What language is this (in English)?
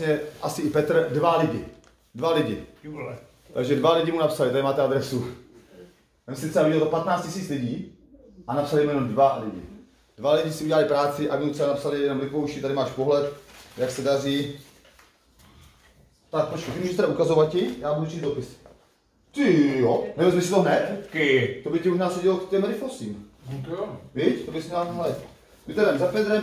Czech